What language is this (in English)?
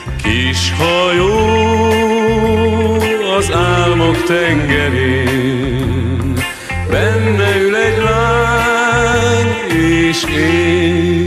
Hungarian